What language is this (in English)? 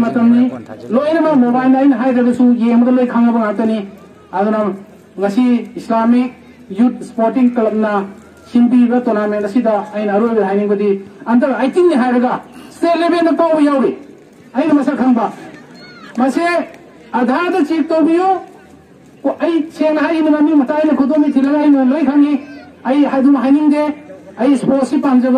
Manipuri